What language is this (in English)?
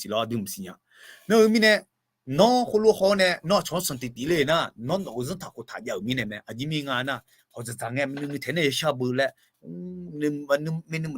Akha